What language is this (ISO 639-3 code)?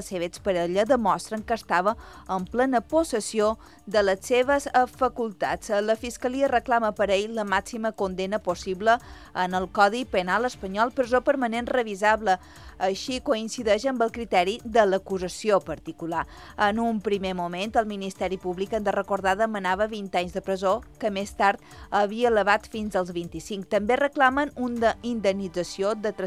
cat